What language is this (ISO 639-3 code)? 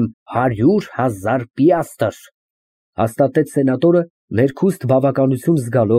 hye